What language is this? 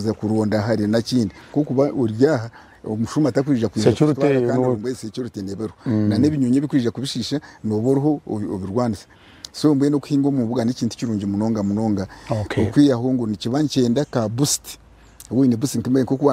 Nyankole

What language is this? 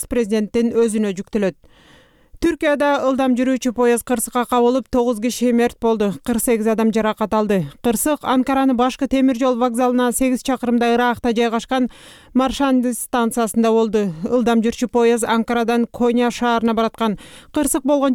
Kyrgyz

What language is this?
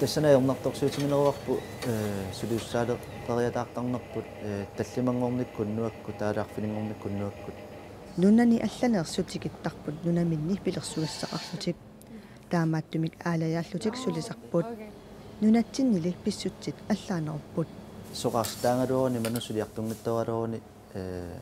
Kalaallisut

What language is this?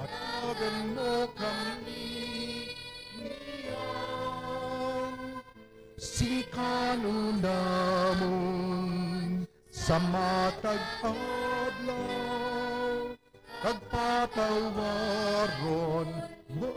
Hiligaynon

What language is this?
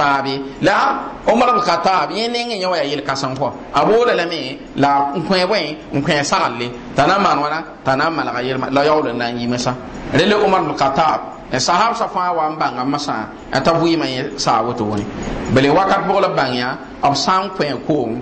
Mossi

